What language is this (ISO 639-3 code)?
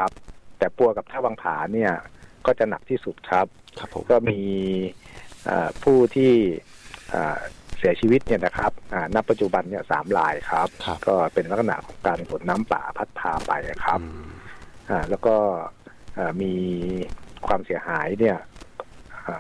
tha